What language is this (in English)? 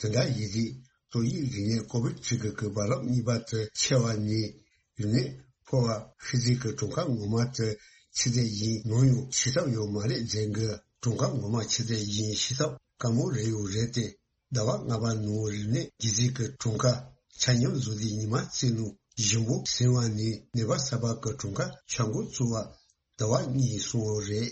Tibetan